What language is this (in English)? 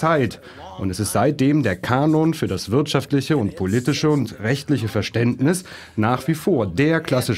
German